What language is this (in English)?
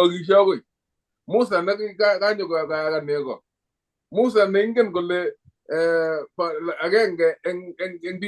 Kalenjin